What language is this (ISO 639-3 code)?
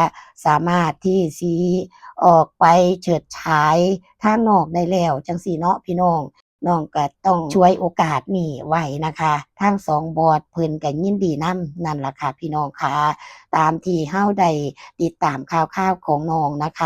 tts